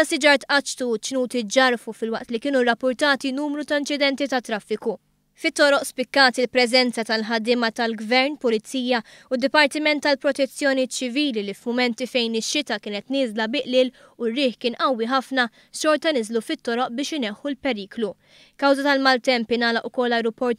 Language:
Maltese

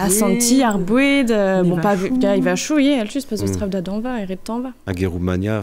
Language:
Breton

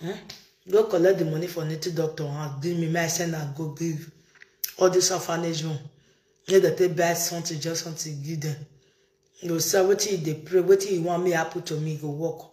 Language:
Nigerian Pidgin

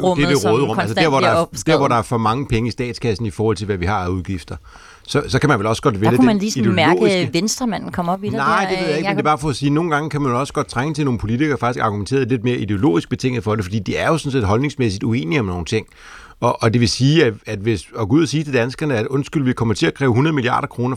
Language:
Danish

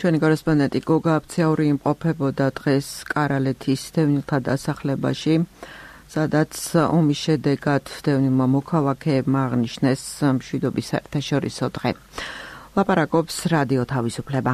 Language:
Georgian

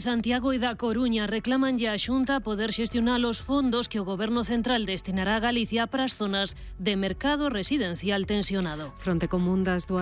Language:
Galician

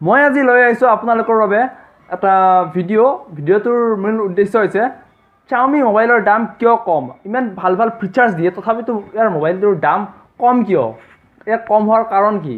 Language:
Assamese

